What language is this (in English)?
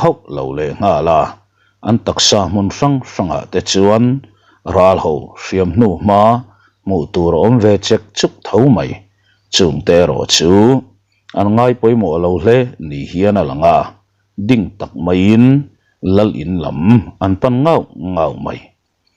Mizo